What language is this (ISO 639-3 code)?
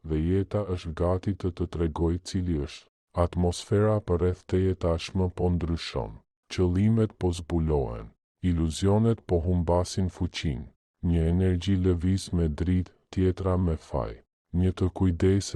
sqi